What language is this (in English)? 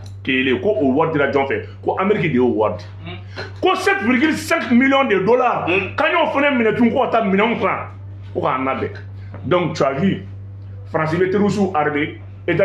Bambara